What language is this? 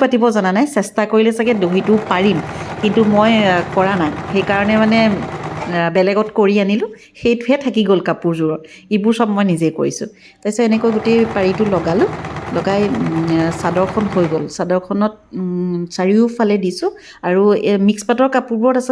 Assamese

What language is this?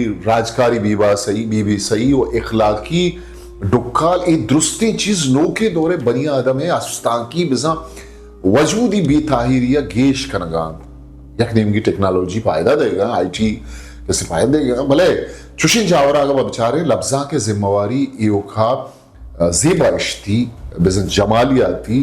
Eastern Balochi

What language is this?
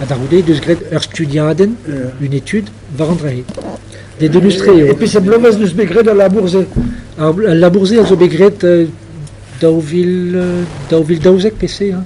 Breton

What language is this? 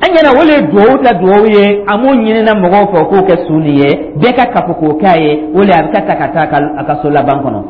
Dyula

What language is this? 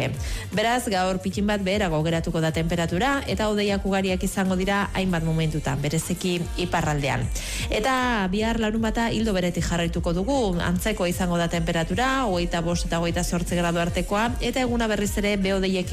Basque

